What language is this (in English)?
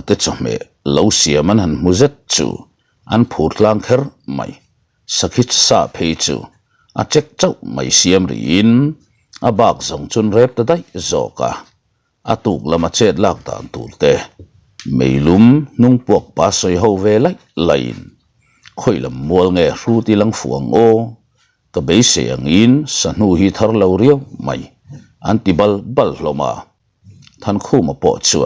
Mizo